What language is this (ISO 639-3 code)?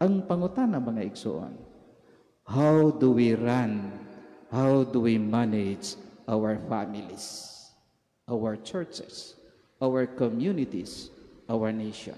ceb